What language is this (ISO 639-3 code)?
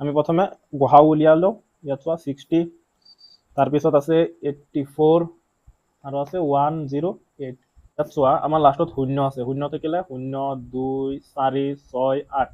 asm